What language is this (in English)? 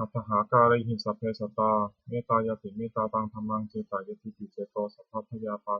Pali